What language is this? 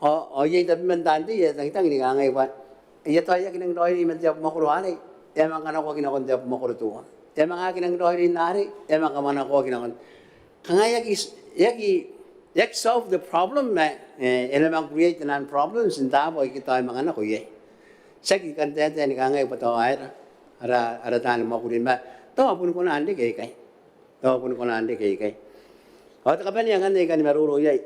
Gilbertese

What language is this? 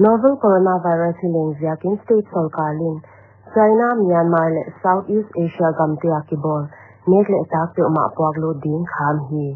Paite Chin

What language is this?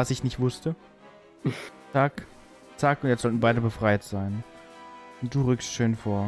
German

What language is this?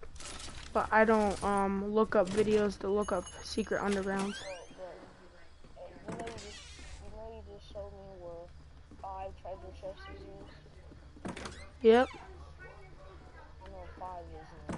English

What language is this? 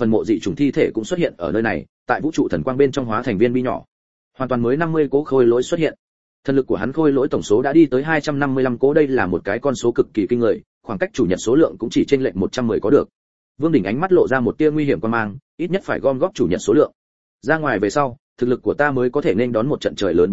Vietnamese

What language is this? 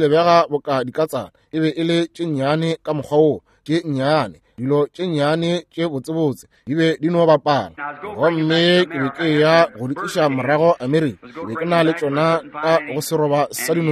Northern Sotho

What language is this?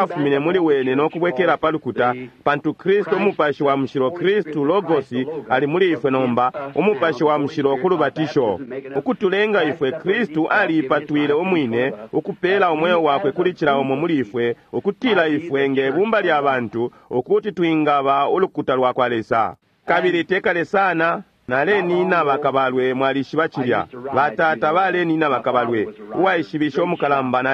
Bemba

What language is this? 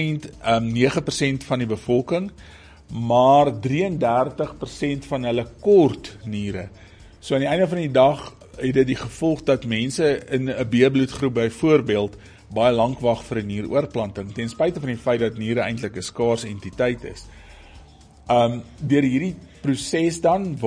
Afrikaans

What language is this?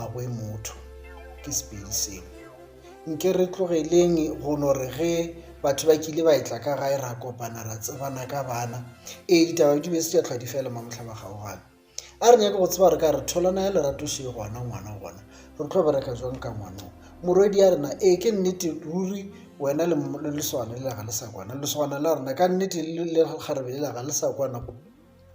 Northern Sotho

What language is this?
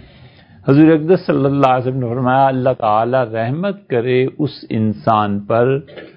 Urdu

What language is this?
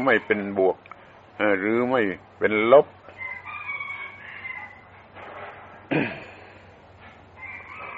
Thai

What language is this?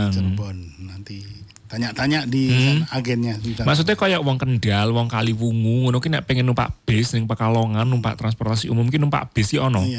Indonesian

